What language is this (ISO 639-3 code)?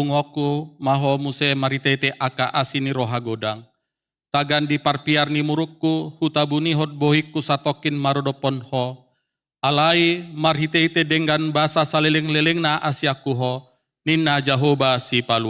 bbc